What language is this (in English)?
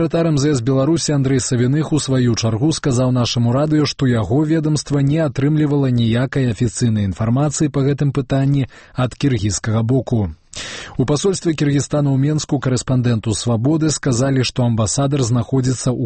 Belarusian